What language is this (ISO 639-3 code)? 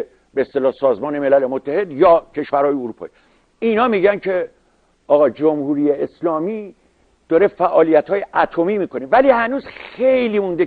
fas